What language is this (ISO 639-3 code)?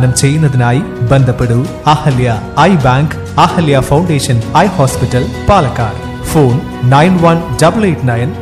mal